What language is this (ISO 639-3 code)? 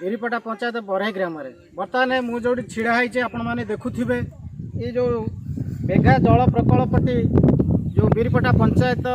ori